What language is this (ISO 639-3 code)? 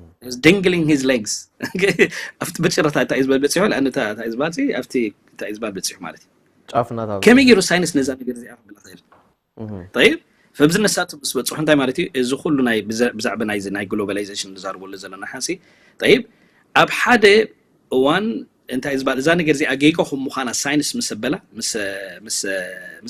tir